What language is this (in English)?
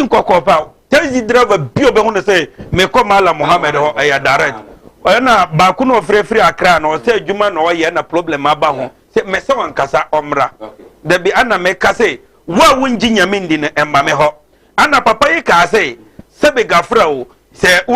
Akan